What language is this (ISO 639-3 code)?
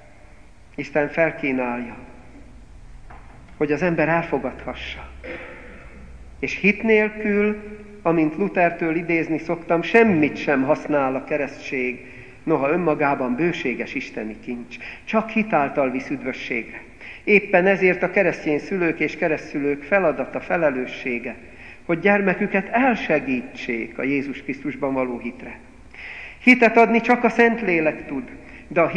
hun